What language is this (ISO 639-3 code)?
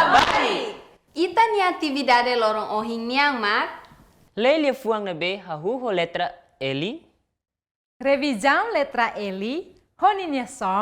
tet